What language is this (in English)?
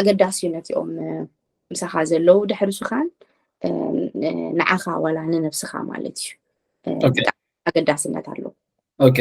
Tigrinya